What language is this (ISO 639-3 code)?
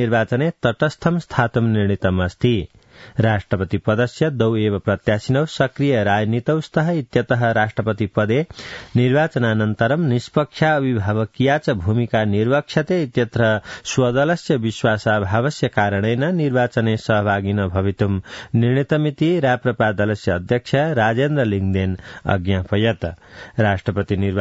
san